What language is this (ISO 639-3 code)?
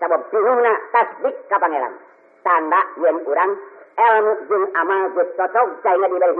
sun